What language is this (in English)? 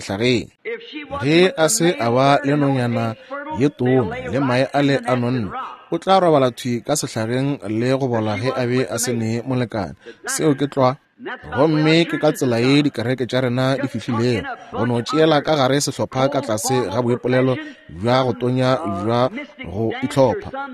Northern Sotho